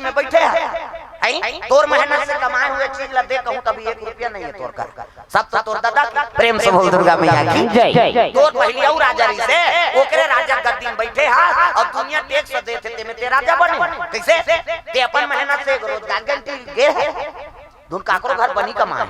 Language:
Chhattisgarhi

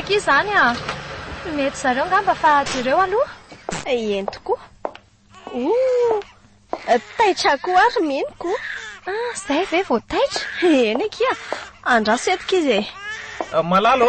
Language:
Malagasy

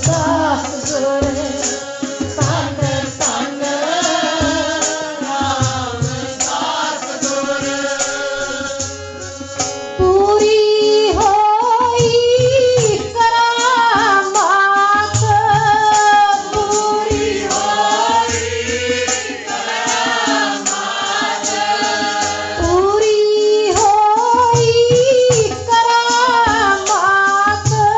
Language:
Punjabi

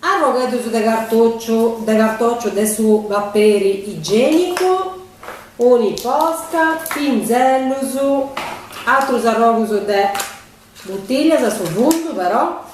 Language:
Sardinian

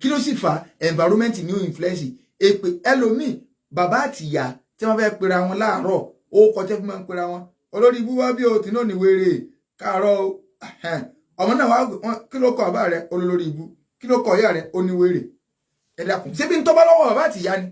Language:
Yoruba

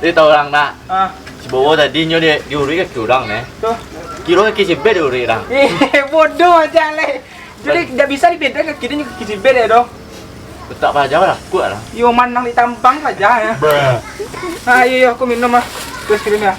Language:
Minangkabau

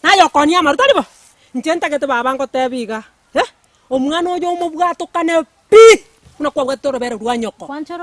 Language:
Gusii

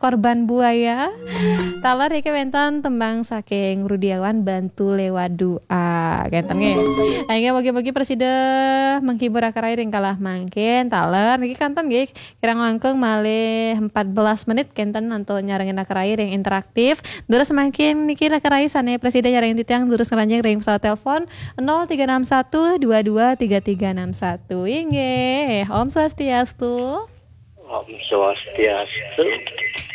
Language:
Balinese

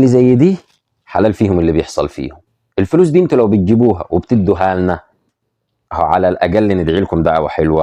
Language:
Egyptian Arabic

